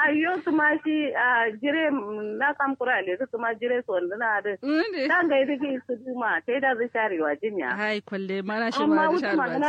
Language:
Kanuri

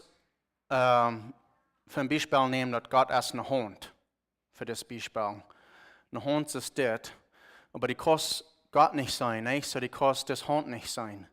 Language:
Plautdietsch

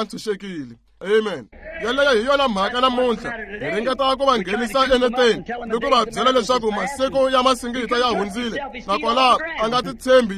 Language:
Tsonga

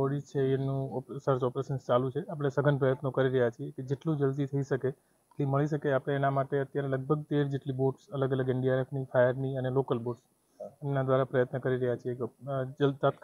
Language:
Gujarati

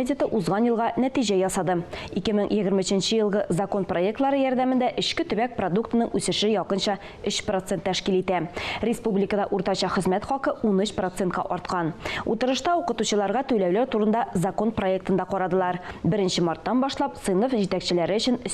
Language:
Tatar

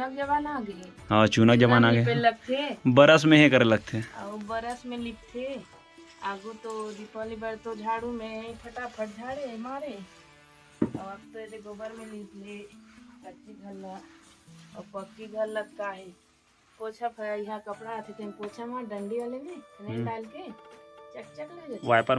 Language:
Chhattisgarhi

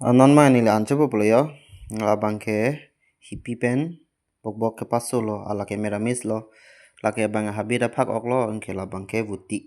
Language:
Karbi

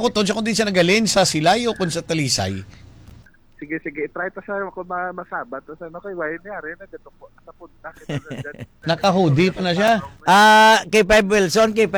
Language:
Hiligaynon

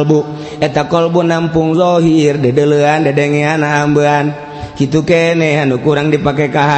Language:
Sundanese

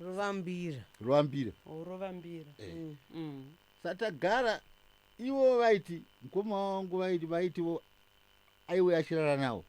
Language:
Shona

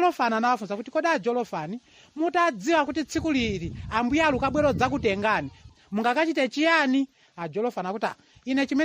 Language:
Nyanja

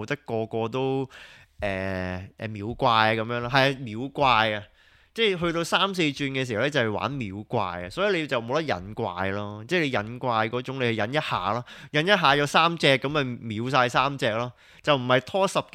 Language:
Cantonese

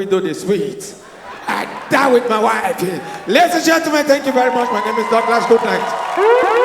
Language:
Nigerian Pidgin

